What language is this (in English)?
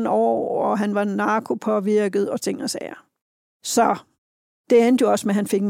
Danish